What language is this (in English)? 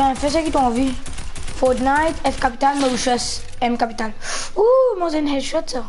Morisyen